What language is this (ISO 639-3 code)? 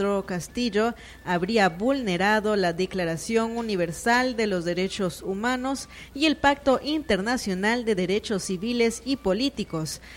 spa